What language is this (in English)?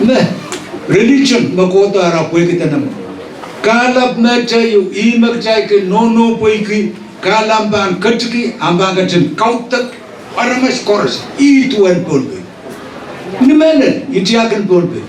Pohnpeian